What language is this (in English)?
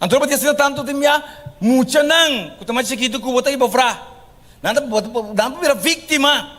Papiamento